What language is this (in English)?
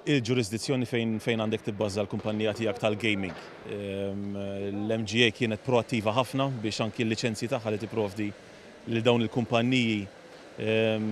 Maltese